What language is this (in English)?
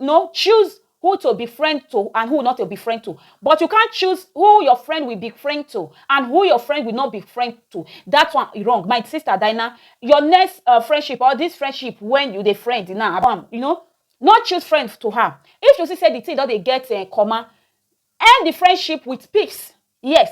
Nigerian Pidgin